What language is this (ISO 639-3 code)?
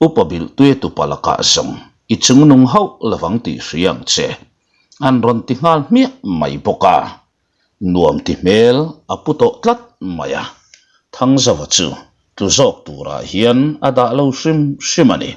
lus